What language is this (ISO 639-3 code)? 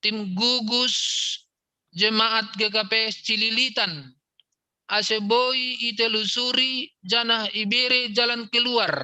bts